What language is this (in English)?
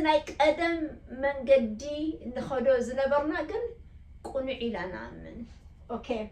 Tigrinya